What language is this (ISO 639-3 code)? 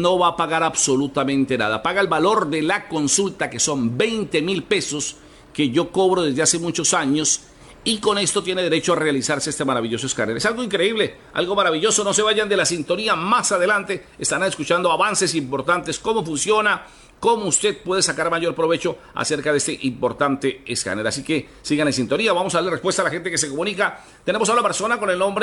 spa